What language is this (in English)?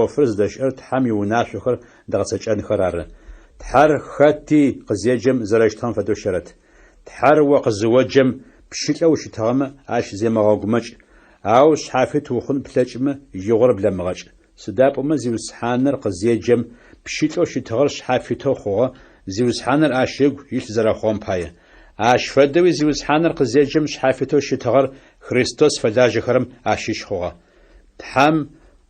Adyghe